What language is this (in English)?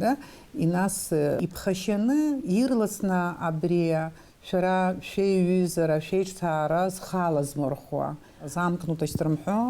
Abkhazian